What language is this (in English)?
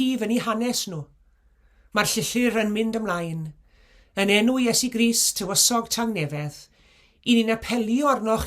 Welsh